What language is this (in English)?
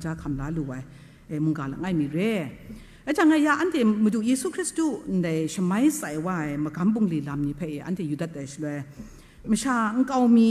Kachin